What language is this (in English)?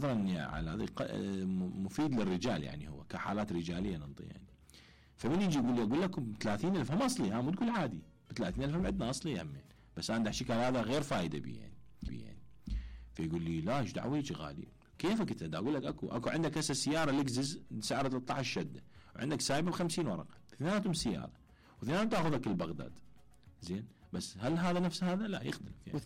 Mesopotamian Arabic